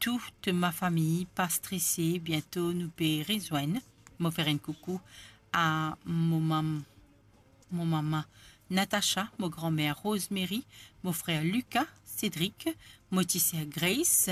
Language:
Morisyen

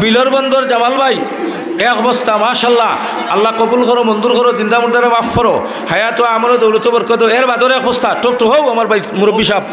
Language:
Sylheti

